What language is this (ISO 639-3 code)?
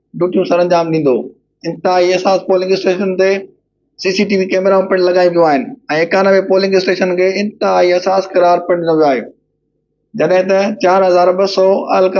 snd